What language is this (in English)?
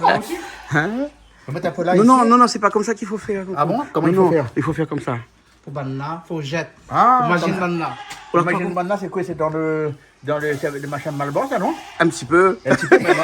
Réunion Creole French